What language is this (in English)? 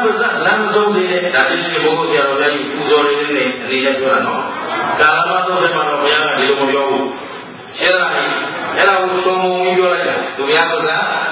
Burmese